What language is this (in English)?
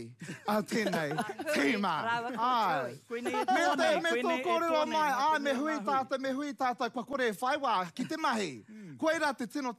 Māori